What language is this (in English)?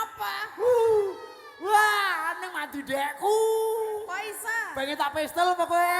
Javanese